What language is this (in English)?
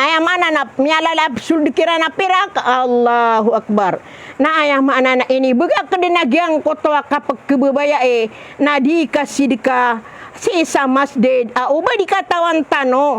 Maranao